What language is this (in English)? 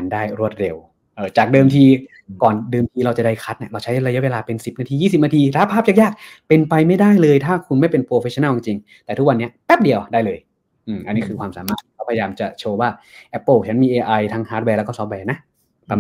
Thai